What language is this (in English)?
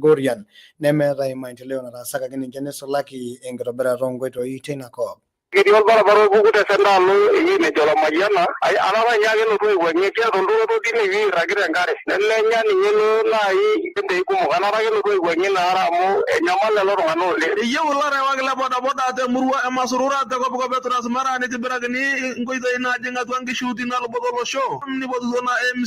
Masai